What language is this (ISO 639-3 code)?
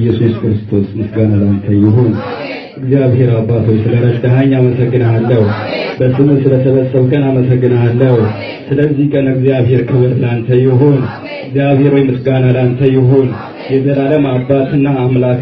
amh